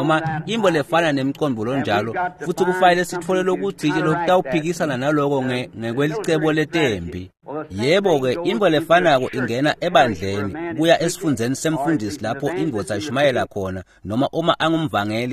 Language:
Swati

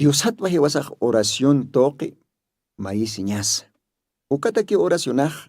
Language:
Aymara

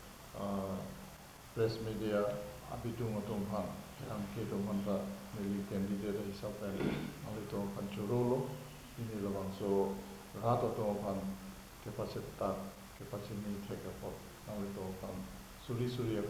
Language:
Karbi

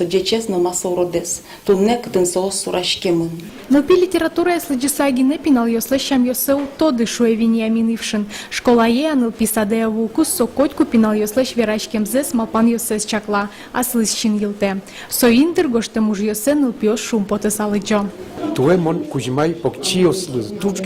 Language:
Udmurt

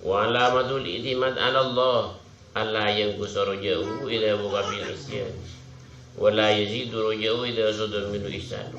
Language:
Madurese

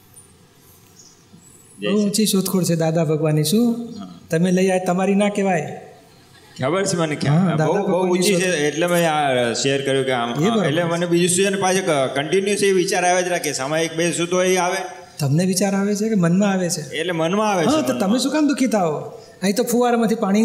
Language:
Gujarati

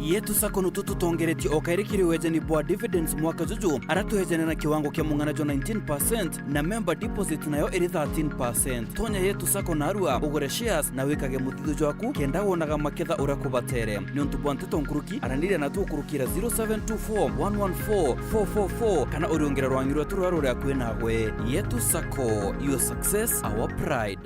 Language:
Meru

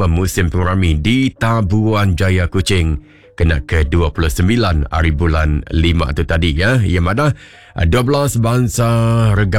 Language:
Iban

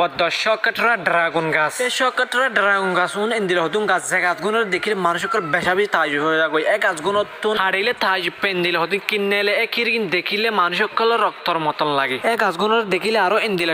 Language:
Rohingya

